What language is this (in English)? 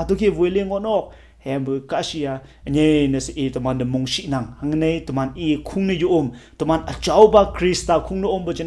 Konyak Naga